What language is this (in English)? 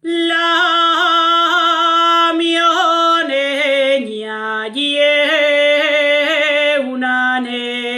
Asturian